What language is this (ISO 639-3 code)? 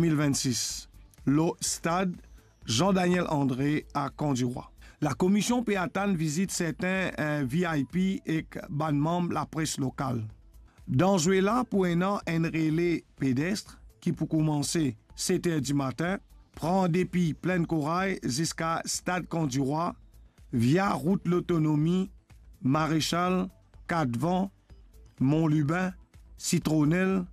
mfe